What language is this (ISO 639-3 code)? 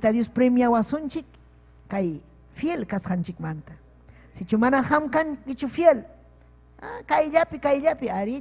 quy